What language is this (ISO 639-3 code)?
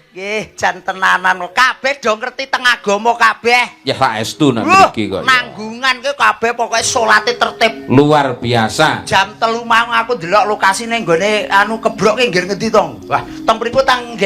jav